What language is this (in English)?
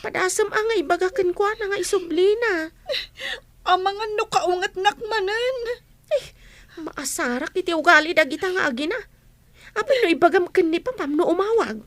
Iloko